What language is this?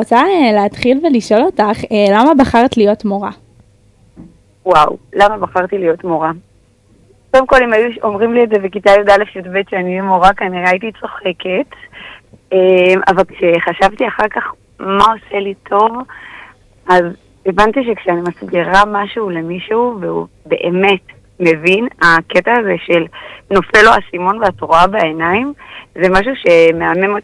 Hebrew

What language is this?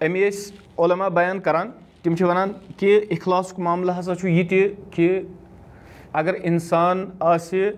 Kashmiri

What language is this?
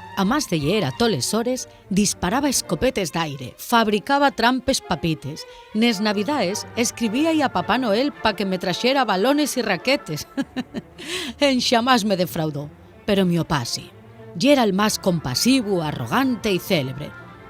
Asturian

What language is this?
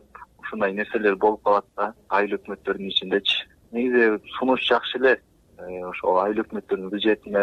Kyrgyz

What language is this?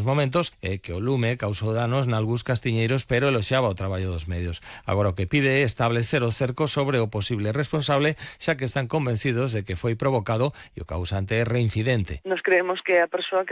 Galician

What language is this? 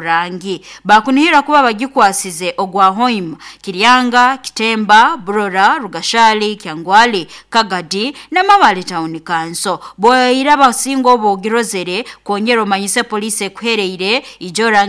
Nyoro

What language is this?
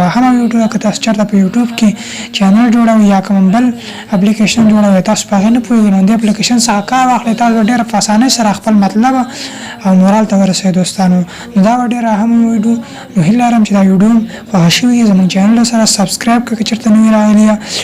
Pashto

